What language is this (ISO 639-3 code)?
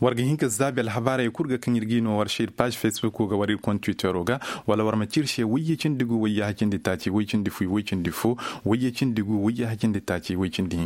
ses